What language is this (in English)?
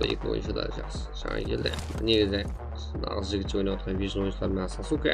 Kara-Kalpak